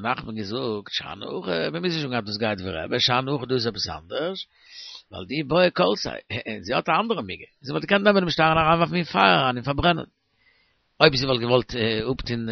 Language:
Yiddish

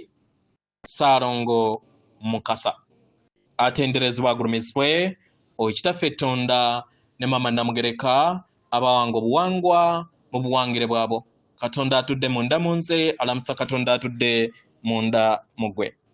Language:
Ganda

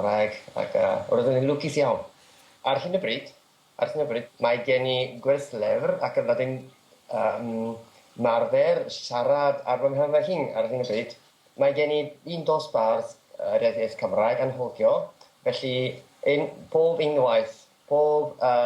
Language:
Welsh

